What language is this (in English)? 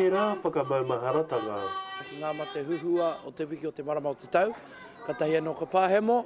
Māori